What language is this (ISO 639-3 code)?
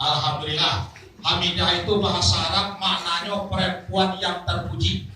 min